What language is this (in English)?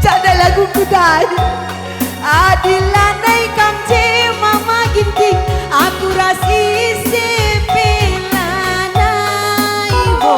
Batak Karo